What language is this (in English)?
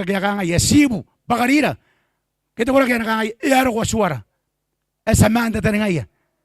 Gilbertese